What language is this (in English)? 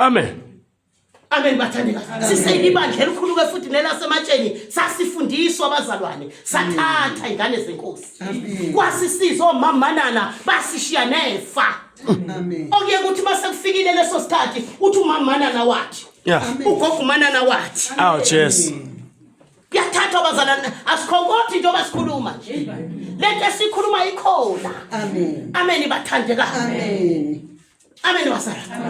Zulu